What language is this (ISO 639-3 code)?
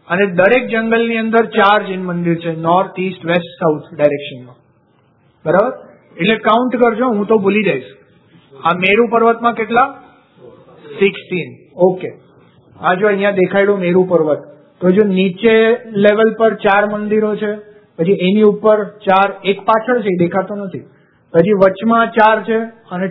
guj